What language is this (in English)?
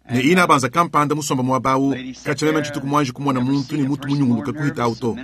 Luba-Lulua